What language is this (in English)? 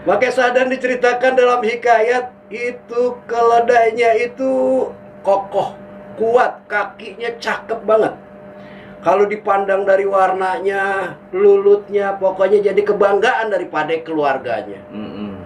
Betawi